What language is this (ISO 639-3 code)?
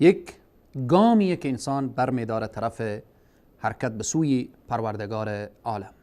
fas